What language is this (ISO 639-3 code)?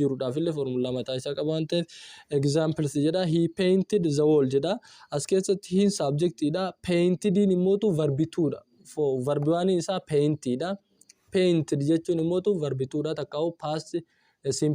orm